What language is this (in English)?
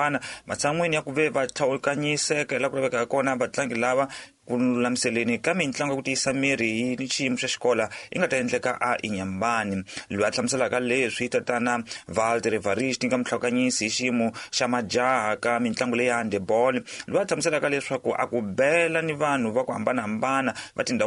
Tsonga